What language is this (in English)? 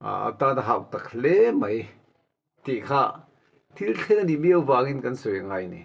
Mizo